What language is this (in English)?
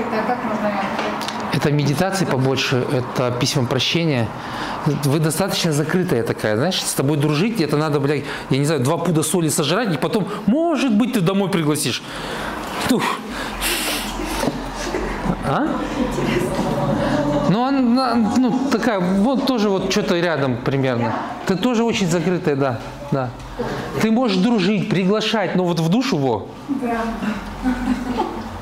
Russian